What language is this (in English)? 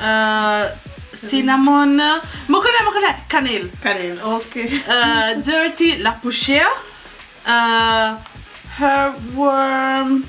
Morisyen